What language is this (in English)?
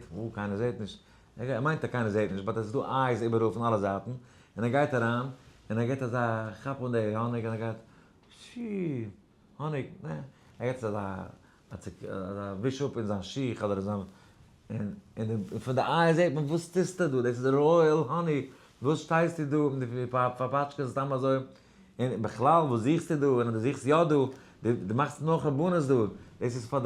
Yiddish